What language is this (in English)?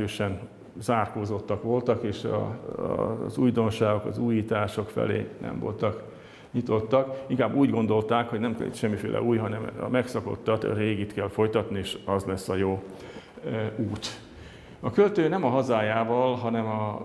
Hungarian